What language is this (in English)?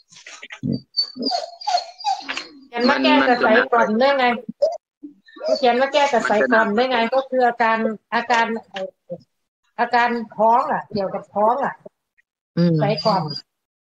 Thai